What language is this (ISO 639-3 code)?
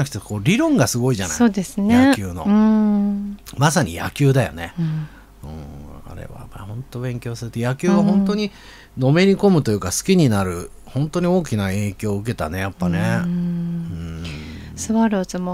jpn